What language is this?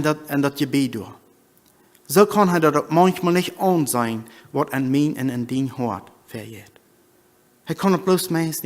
Plautdietsch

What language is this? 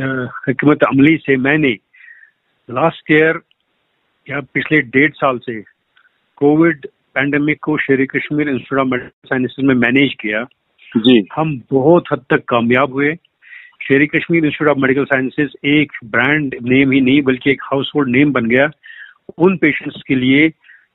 Hindi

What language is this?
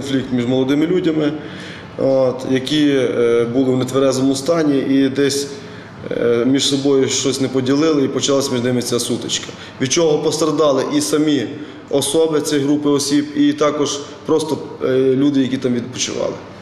Ukrainian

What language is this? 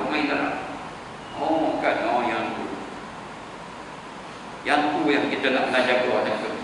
Malay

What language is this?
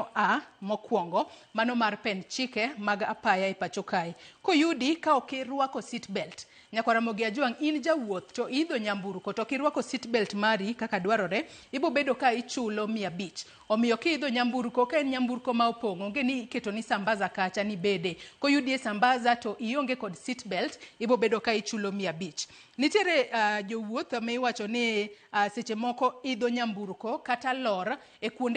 Luo (Kenya and Tanzania)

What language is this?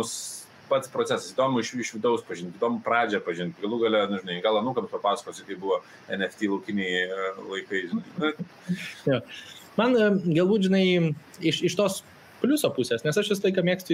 Lithuanian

